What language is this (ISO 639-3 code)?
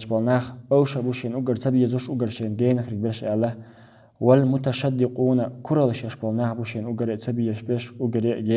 che